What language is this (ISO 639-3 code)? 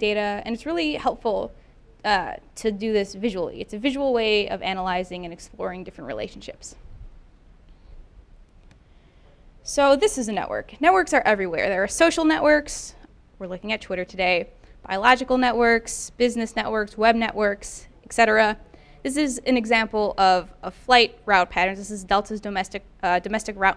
eng